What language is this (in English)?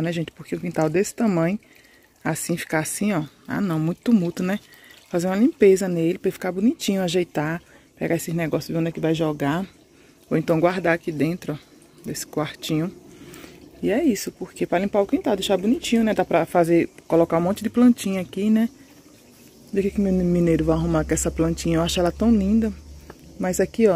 Portuguese